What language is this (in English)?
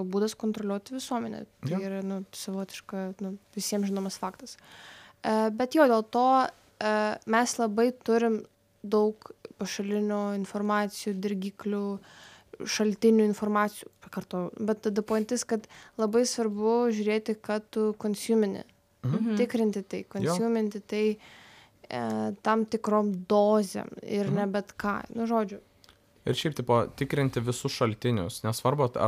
Lithuanian